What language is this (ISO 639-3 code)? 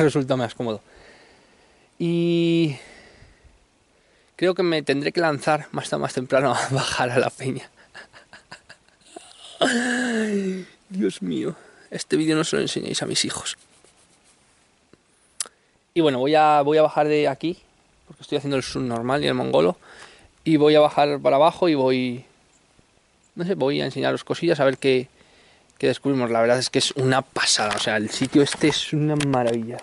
spa